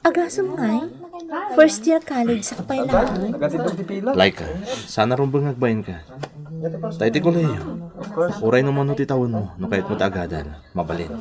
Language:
Iloko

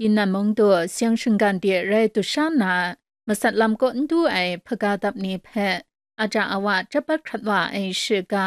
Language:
Kachin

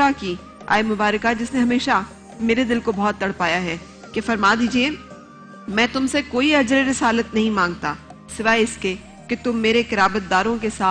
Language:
Urdu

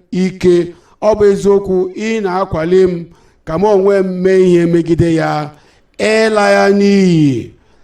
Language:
Igbo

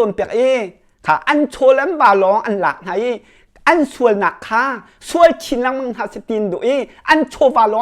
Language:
Hakha Chin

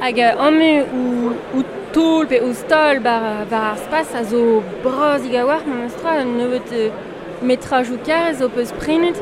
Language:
Breton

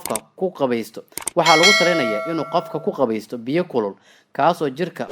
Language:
Somali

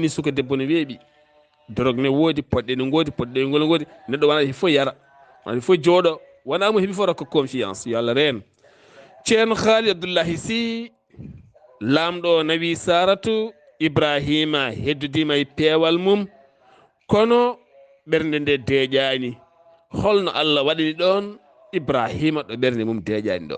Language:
Fula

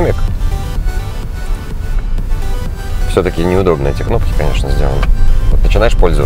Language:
Russian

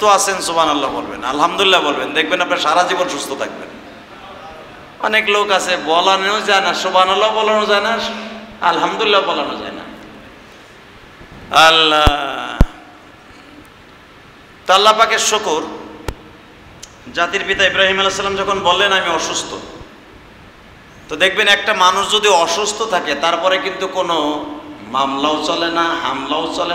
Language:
Bangla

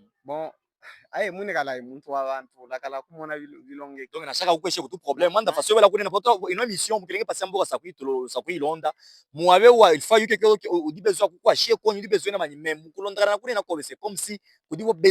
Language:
Luba-Katanga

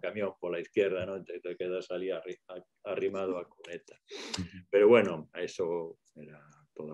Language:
Galician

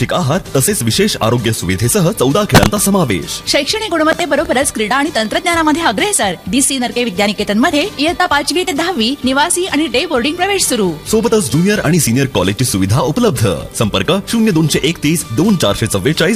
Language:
Marathi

